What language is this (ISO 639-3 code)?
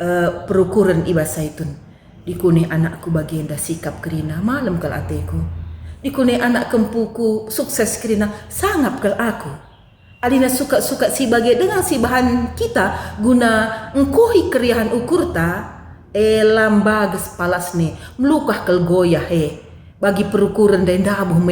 btx